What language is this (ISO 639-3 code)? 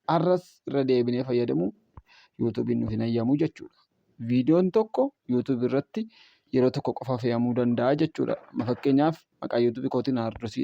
orm